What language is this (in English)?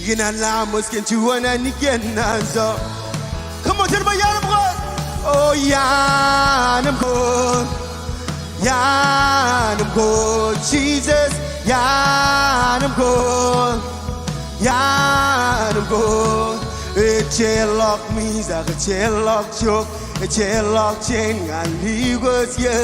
Marshallese